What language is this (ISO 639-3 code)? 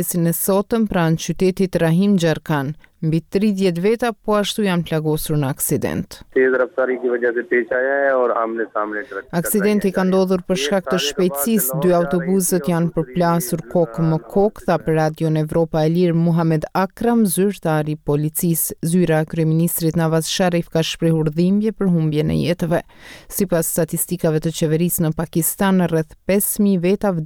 sqi